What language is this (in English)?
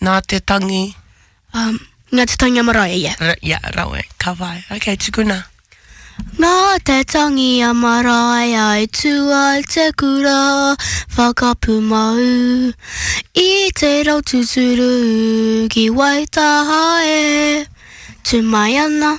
Māori